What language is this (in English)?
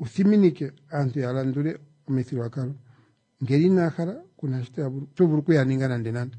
Kuanyama